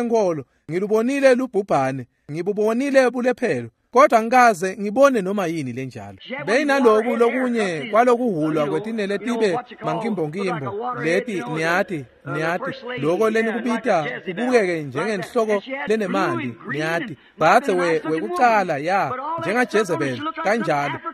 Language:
Swati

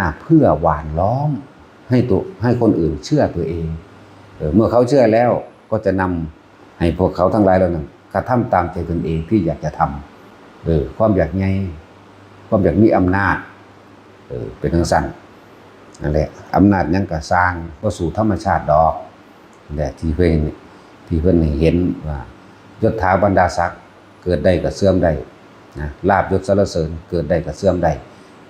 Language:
Northeastern Thai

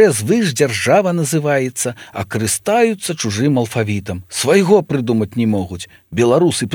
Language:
Belarusian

